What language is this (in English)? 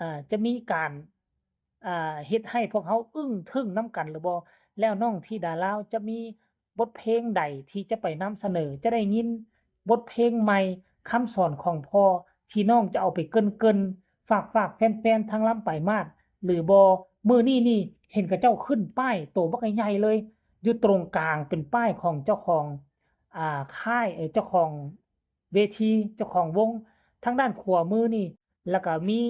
Northeastern Thai